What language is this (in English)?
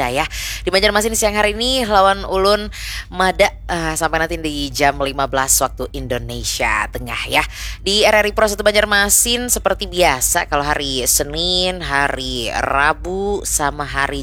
Banjar